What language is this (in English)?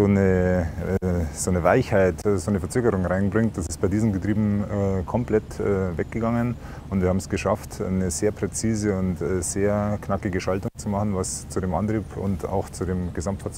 German